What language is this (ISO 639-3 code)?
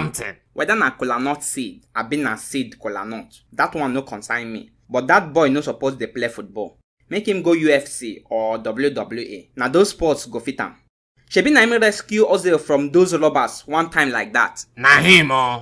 pcm